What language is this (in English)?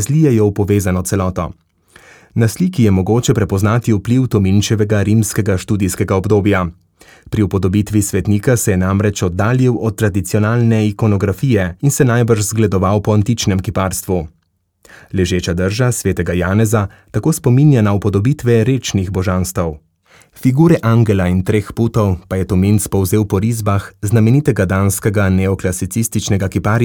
Slovenian